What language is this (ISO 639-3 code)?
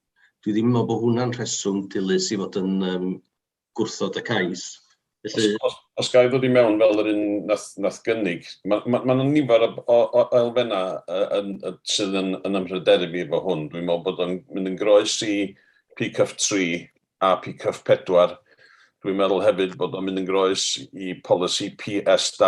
cym